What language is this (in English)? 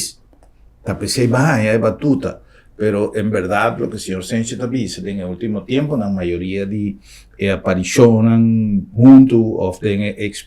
Papiamento